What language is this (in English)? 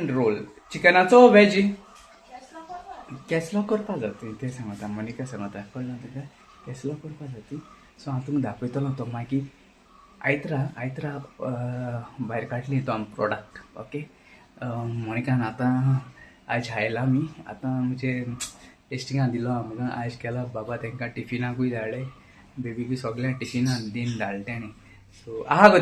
Konkani